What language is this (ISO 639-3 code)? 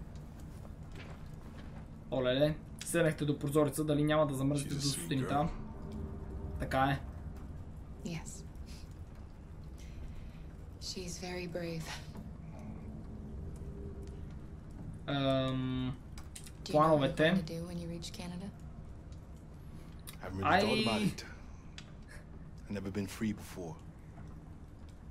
bul